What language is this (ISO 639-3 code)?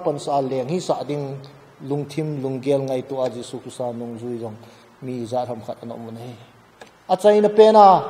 tcz